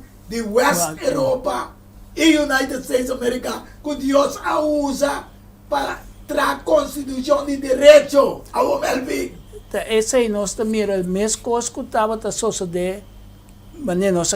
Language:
Papiamento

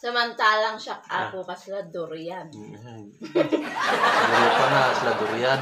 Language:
Iloko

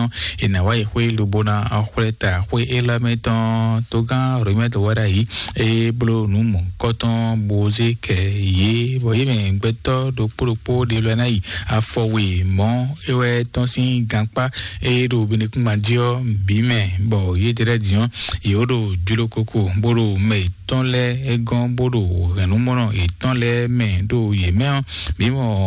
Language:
Fon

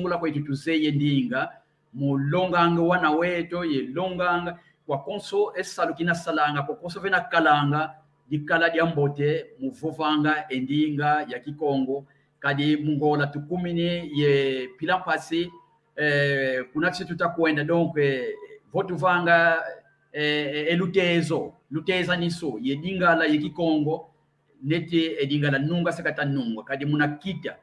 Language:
San Salvador Kongo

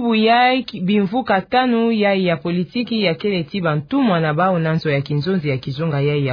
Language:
Kituba (Democratic Republic of Congo)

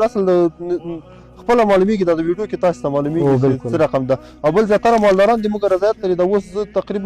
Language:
Pashto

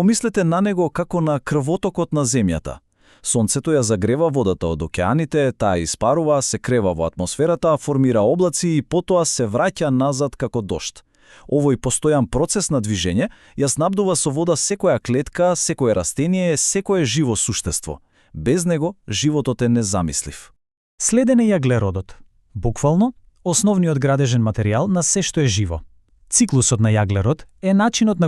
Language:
Macedonian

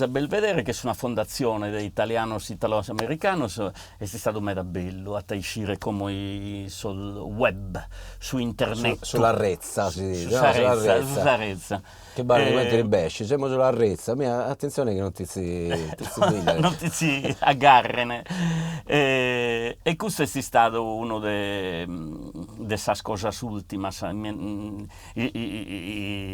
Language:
Sardinian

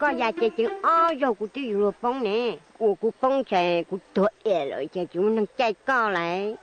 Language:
Hmong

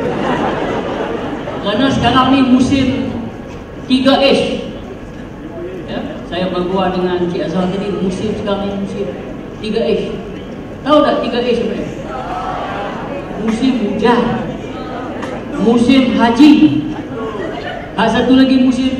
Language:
Malay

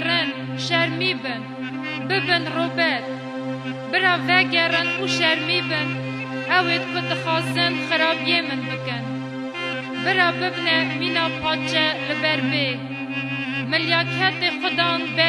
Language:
Kurdish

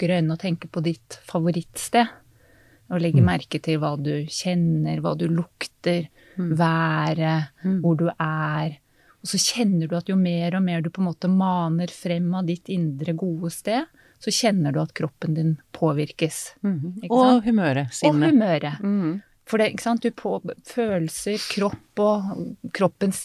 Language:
Norwegian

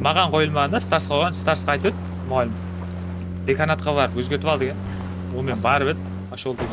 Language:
Kara-Kalpak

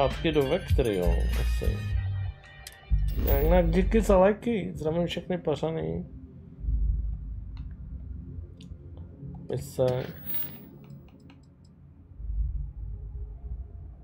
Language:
Czech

